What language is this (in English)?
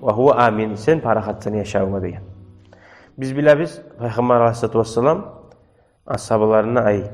Kumyk